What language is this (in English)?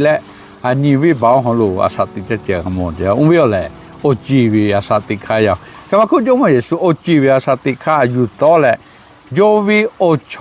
Lahu